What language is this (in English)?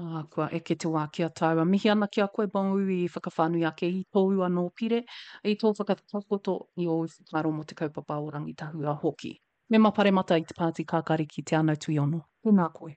Māori